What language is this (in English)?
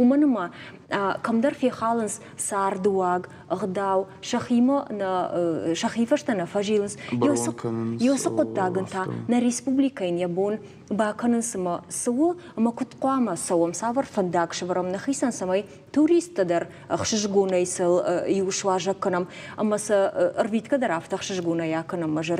Ossetic